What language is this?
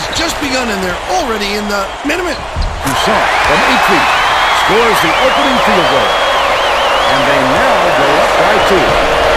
English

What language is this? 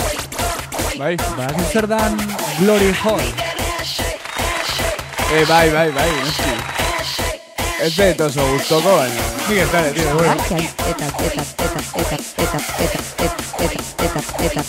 Basque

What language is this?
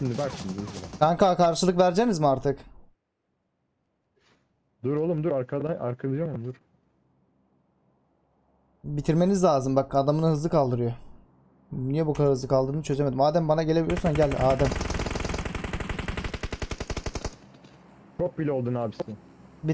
Turkish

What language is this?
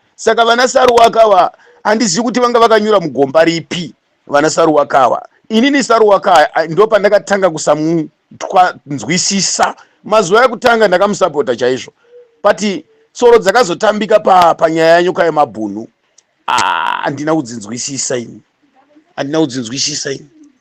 Shona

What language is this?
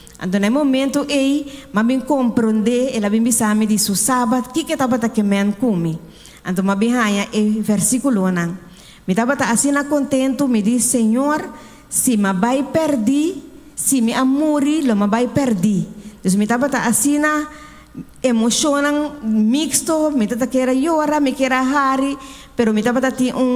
Papiamento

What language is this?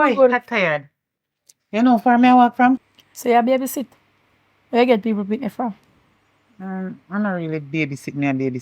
Jamaican Creole English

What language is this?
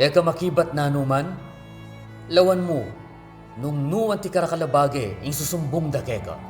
Pampanga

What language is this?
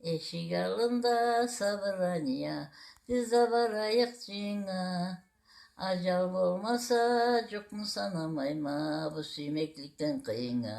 Karachay-Balkar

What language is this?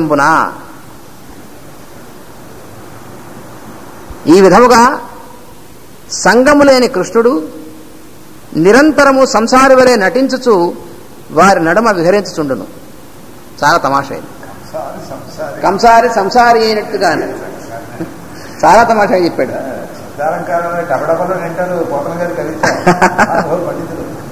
Telugu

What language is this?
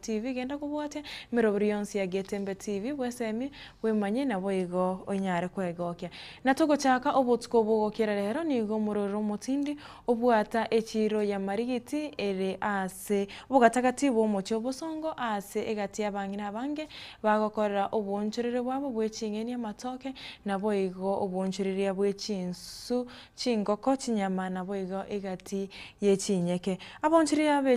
Gusii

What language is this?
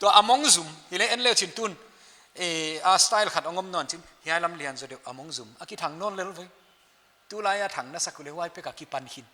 Paite Chin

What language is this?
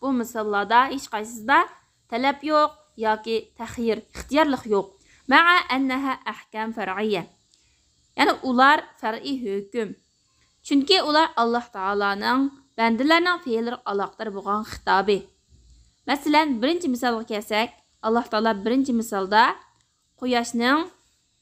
Uyghur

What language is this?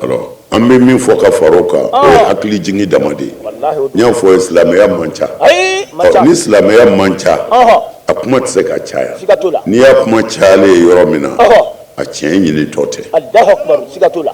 Bambara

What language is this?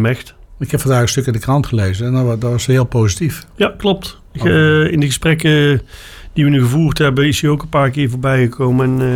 Dutch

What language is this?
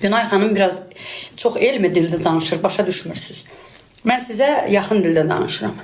Azerbaijani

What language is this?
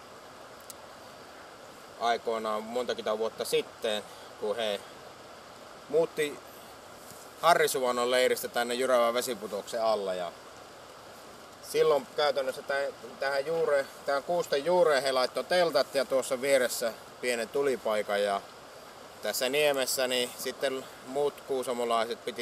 Finnish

